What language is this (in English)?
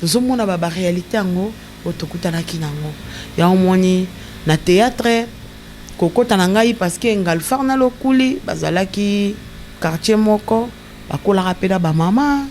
Lingala